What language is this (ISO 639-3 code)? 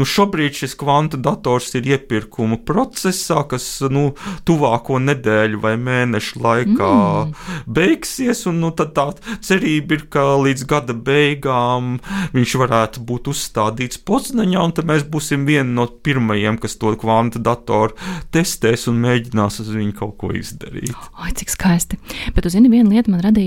lav